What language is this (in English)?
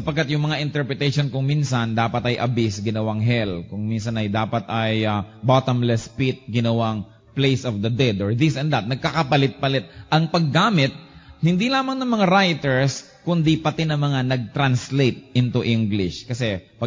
Filipino